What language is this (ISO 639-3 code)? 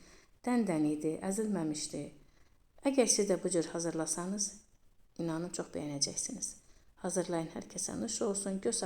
aze